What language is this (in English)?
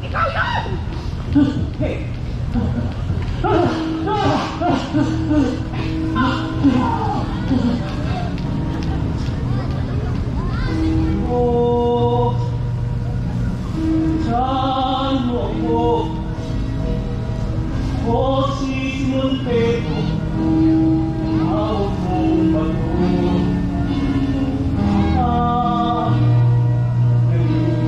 Filipino